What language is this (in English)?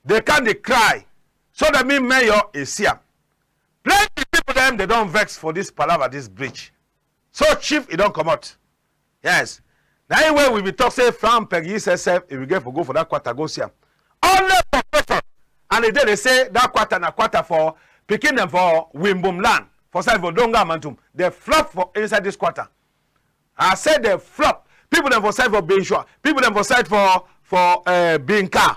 Cameroon Pidgin